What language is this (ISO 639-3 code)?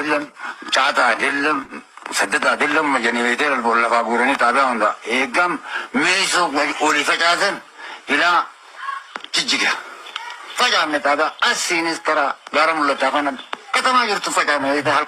orm